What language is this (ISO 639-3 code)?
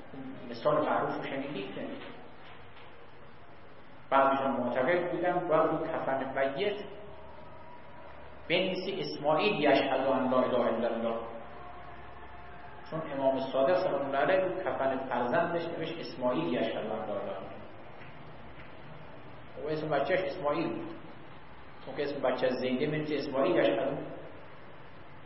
fas